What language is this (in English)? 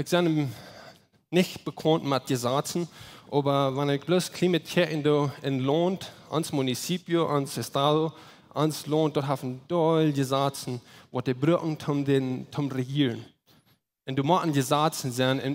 Plautdietsch